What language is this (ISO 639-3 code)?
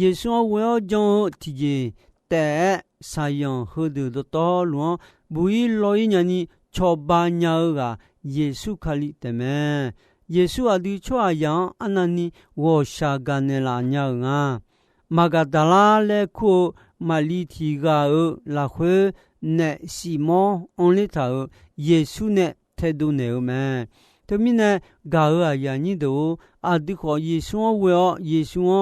ahk